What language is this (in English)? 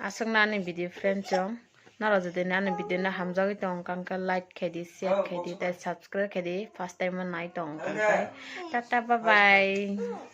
Kok Borok